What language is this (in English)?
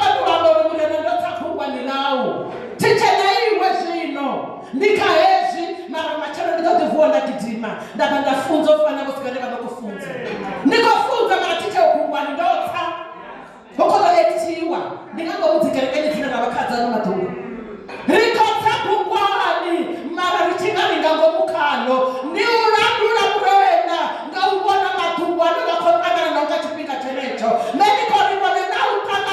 Venda